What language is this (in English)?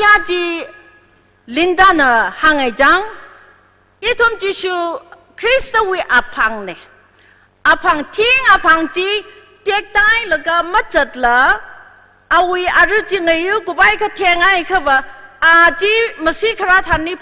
Tangkhul Naga (India)